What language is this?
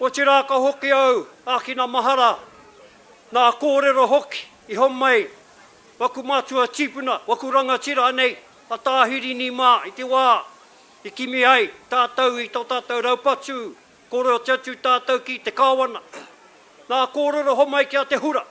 Māori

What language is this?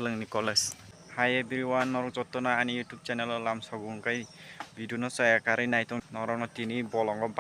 Kok Borok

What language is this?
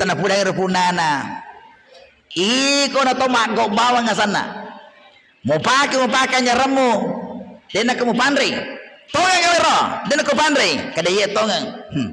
Buginese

